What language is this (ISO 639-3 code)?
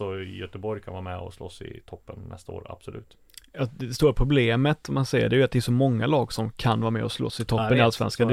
swe